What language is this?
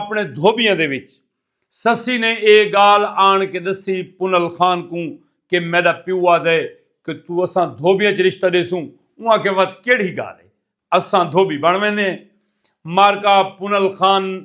Saraiki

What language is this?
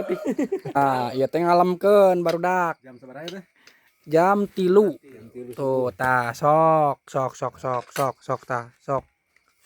Sundanese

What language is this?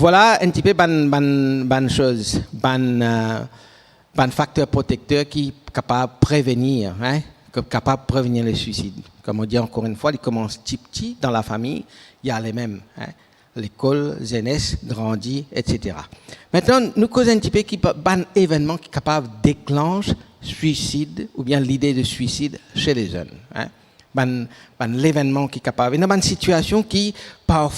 Morisyen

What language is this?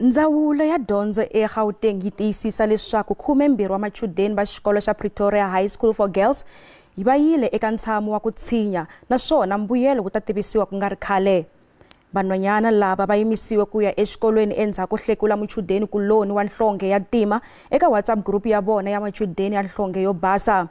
Tsonga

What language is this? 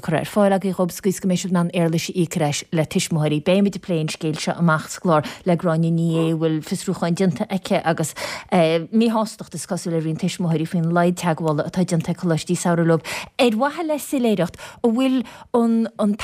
Irish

